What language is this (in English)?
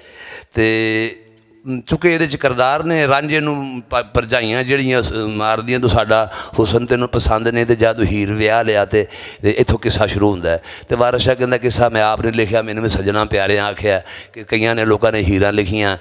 Western Panjabi